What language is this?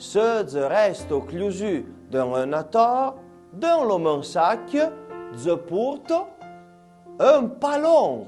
Arpitan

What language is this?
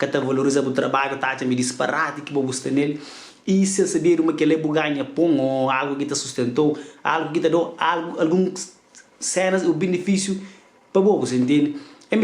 Kabuverdianu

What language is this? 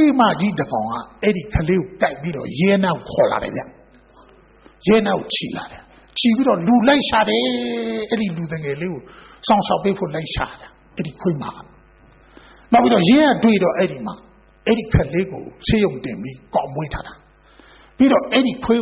Burmese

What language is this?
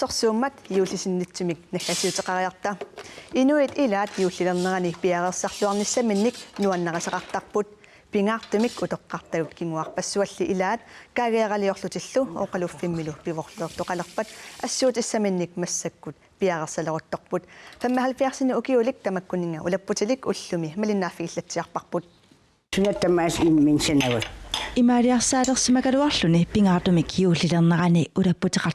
Kalaallisut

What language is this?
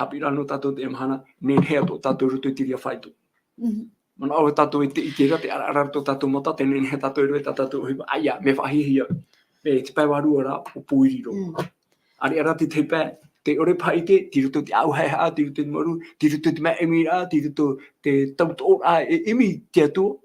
Tahitian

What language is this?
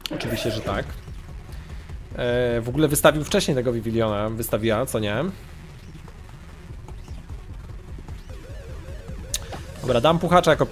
Polish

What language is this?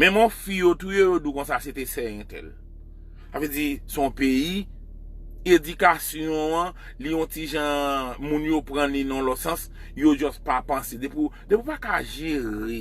Haitian Creole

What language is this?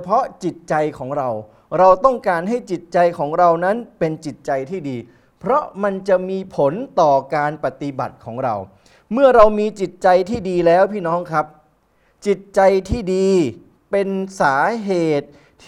Thai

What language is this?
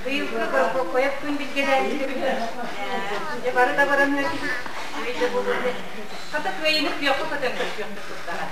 Yakut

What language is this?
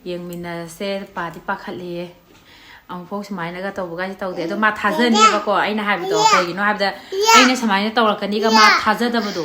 Manipuri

